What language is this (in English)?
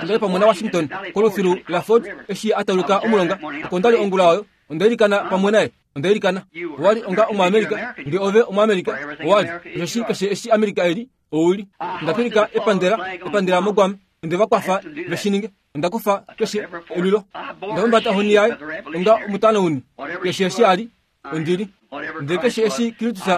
Kuanyama